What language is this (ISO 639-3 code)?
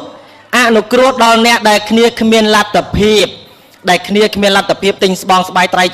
khm